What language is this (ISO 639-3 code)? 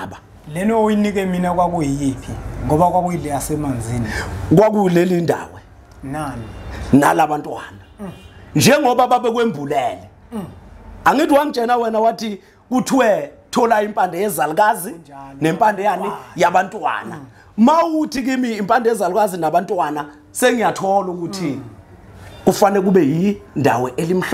zul